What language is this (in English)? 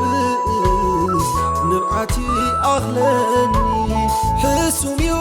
Tigrinya